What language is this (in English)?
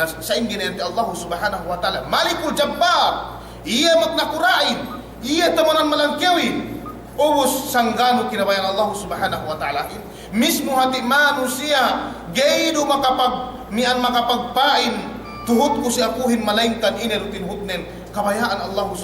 Yakan